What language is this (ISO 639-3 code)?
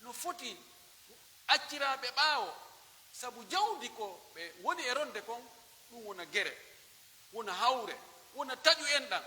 fuf